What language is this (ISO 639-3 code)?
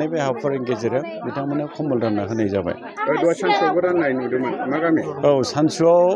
brx